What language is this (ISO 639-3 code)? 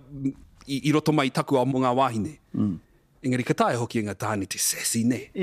mri